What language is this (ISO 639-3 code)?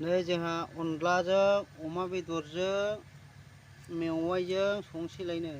brx